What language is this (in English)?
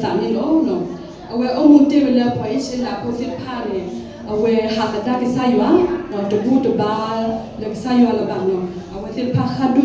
S'gaw Karen